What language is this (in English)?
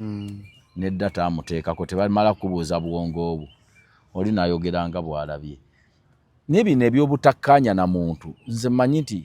Ganda